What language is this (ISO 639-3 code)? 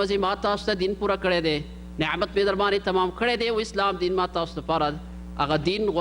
pus